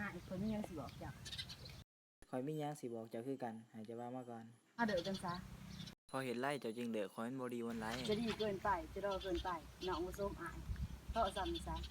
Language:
Lao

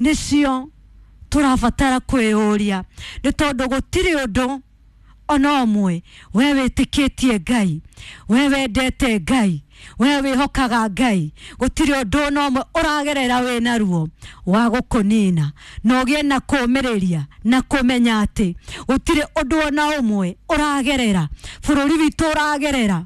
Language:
Kikuyu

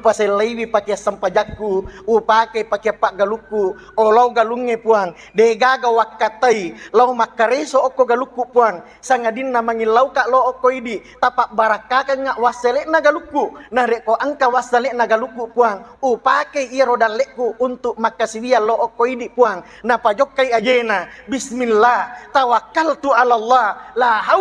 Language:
Buginese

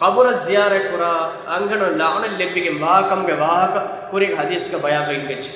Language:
Divehi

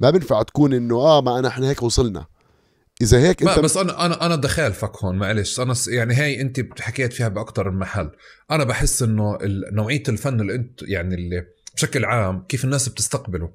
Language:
North Levantine Arabic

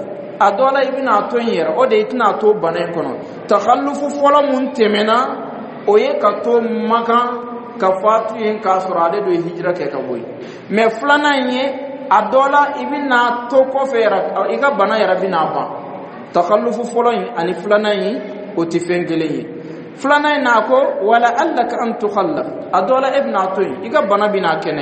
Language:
Dyula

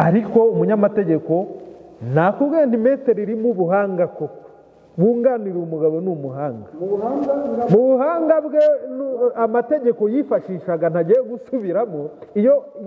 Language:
Kinyarwanda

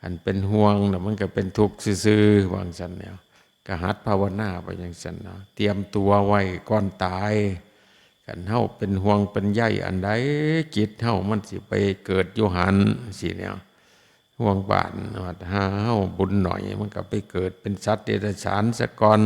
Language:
Lao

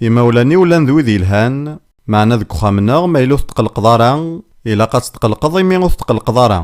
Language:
Kabyle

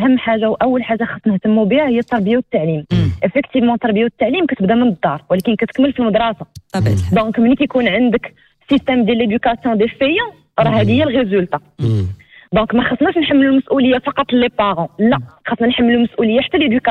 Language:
Moroccan Arabic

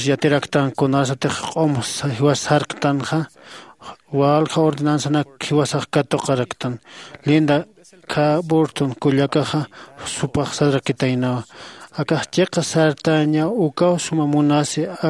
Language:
Aymara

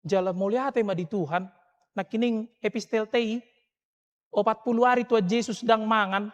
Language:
Batak Toba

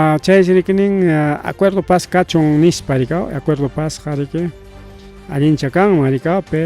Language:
Ayacucho Quechua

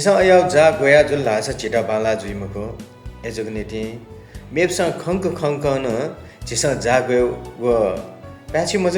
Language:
Newari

